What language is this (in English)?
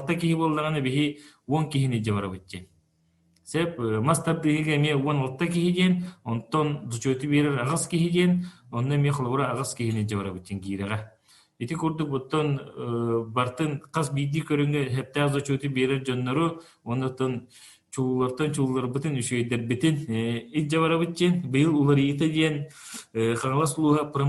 Yakut